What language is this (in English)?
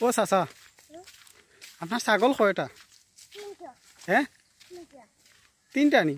Sylheti